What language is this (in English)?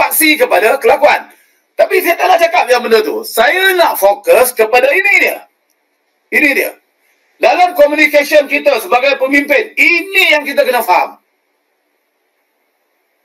Malay